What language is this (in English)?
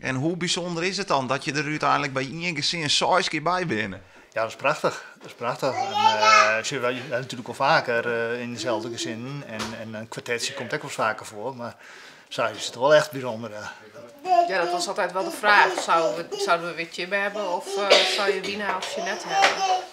Western Frisian